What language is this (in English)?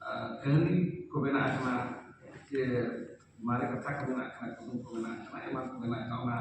Santali